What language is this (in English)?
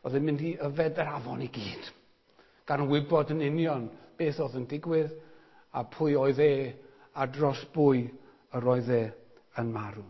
Welsh